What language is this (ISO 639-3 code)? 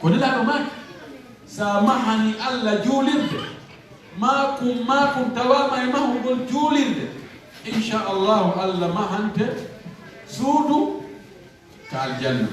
ful